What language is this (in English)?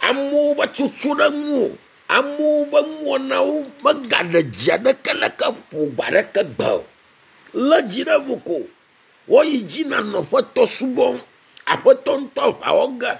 Ewe